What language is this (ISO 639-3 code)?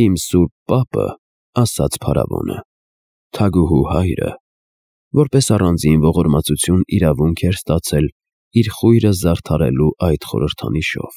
hye